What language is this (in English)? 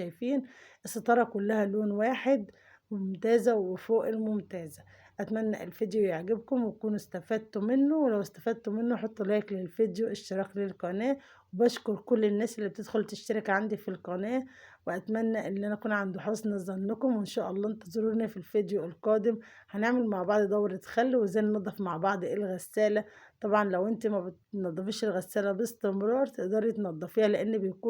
Egyptian Arabic